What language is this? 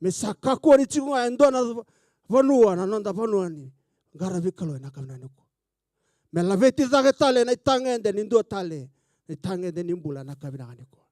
Fijian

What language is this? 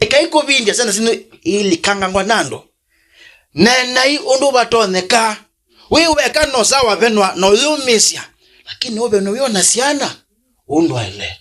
Kamba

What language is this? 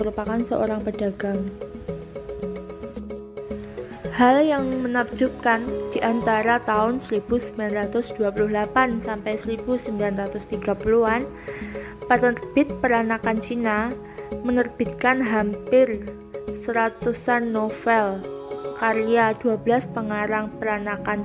Indonesian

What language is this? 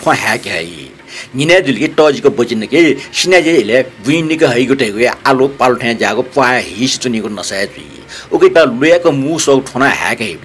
Newari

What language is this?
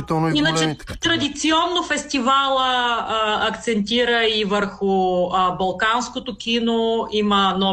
Bulgarian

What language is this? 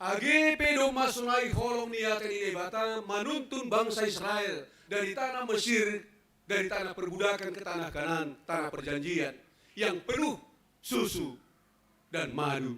Batak Simalungun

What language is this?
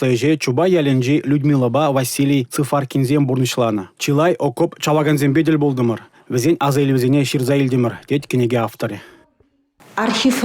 Chuvash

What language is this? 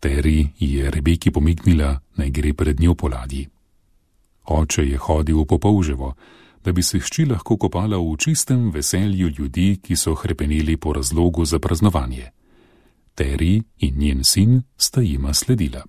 Slovenian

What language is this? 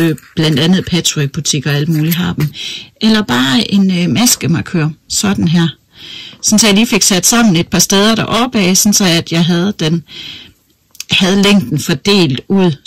Danish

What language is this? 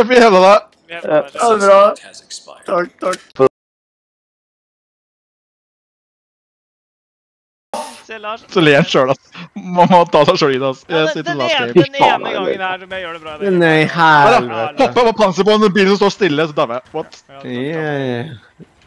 Norwegian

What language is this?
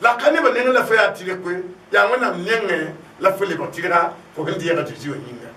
Mossi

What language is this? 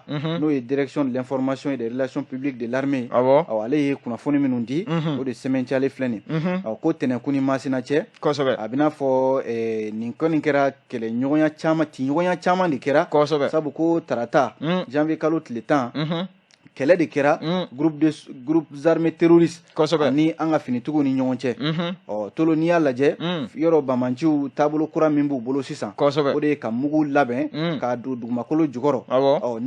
Bambara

